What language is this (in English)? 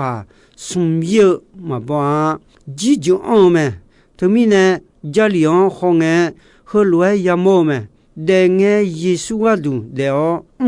Akha